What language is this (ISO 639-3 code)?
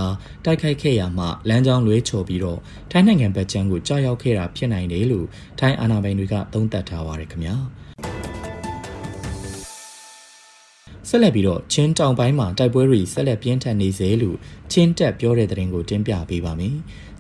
mya